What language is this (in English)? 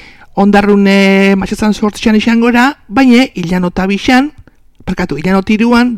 Basque